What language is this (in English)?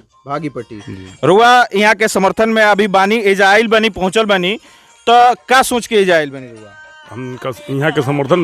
Bhojpuri